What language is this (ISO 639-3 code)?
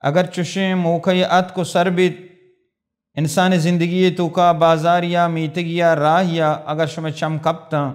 bal